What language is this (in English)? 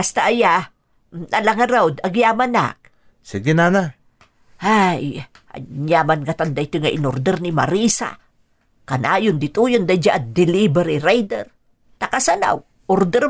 Iloko